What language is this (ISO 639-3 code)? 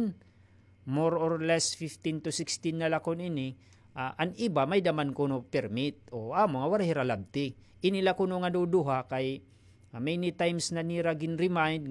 war